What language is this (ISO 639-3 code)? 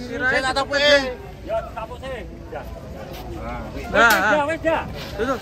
jav